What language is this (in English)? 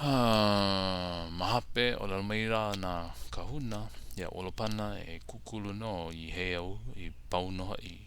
Hawaiian